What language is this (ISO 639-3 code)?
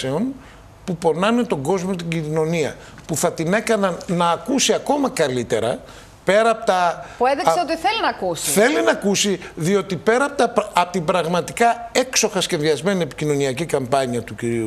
ell